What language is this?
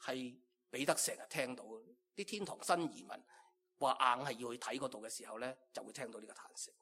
Cantonese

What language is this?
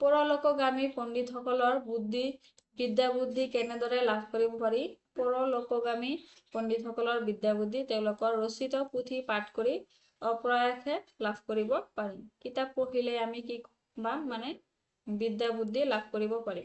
Assamese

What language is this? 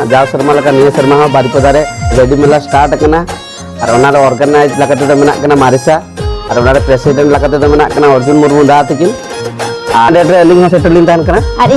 Santali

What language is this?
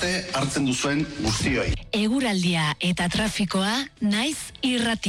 Basque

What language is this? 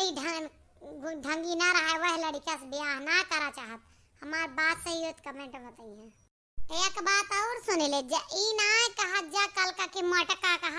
Awadhi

